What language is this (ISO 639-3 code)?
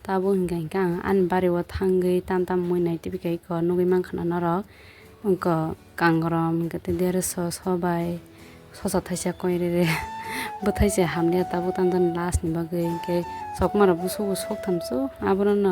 trp